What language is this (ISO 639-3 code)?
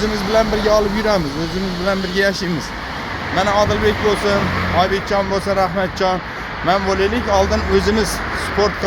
uzb